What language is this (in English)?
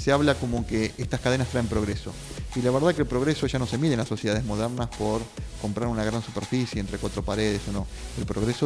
Spanish